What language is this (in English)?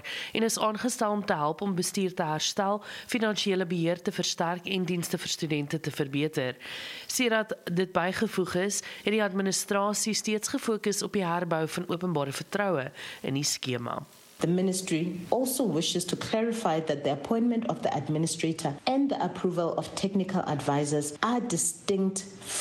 Afrikaans